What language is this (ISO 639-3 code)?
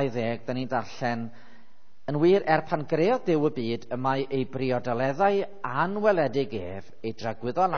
cym